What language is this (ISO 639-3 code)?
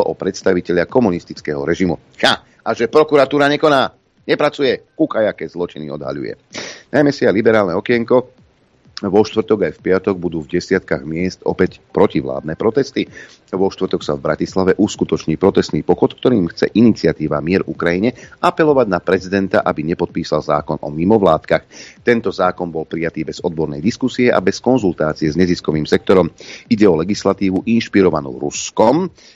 slk